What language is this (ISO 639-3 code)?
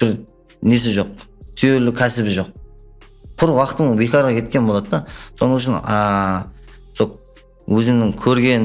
kaa